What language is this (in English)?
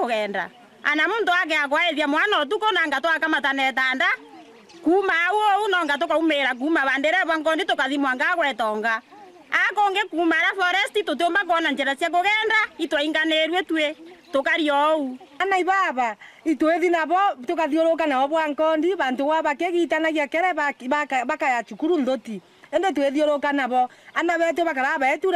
Meru